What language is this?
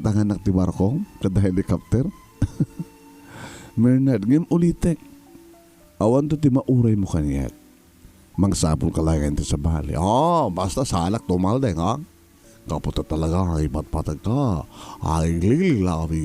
Iloko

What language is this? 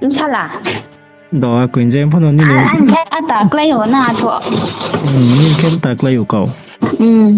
Riang (India)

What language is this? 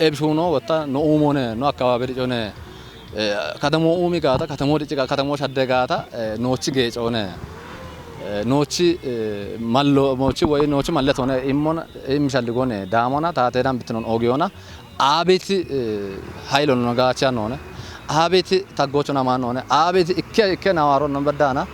Kafa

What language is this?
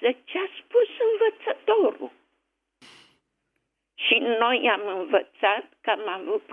Romanian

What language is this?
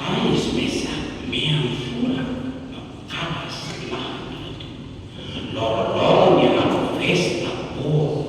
Tetum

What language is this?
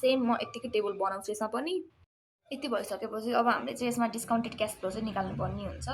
Nepali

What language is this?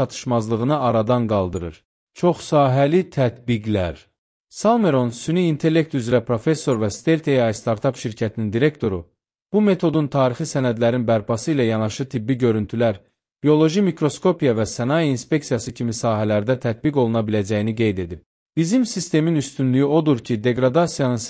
Azerbaijani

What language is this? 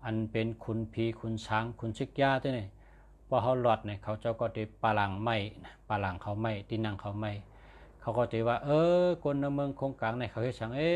Shan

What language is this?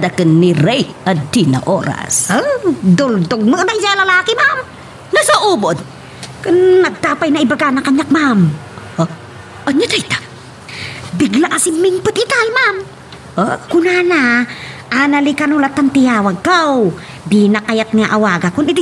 Iloko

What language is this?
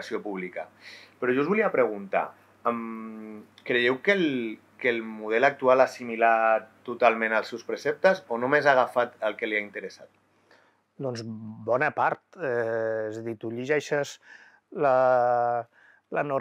Catalan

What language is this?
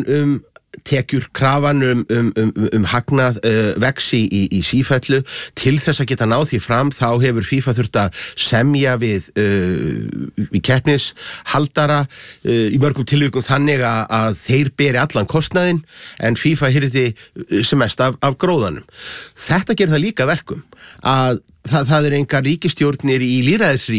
Icelandic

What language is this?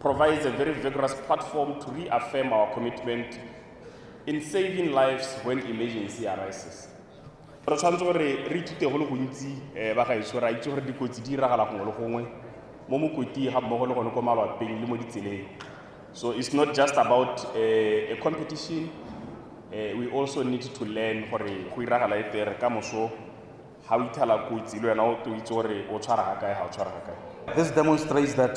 Tswana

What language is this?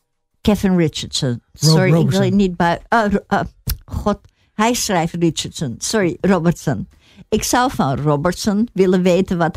Dutch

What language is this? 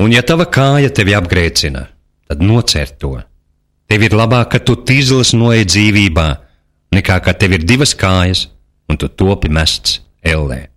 Latvian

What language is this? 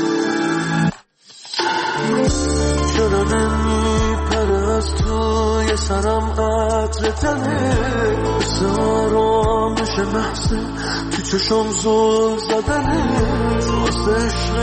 Persian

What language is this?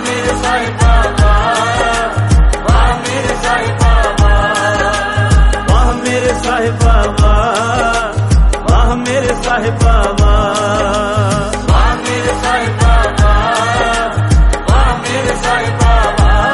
Hindi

